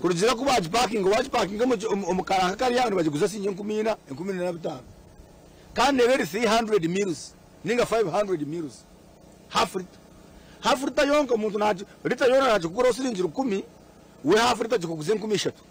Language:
Nyankole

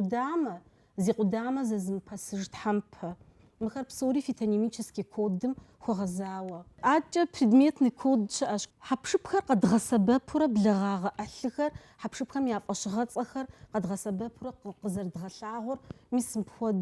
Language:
Kabardian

